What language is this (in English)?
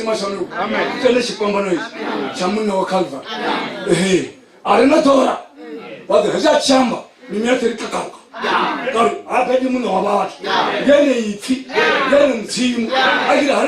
Venda